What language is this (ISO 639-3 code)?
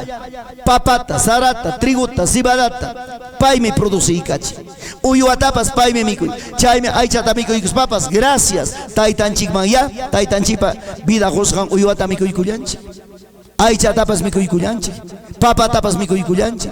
quy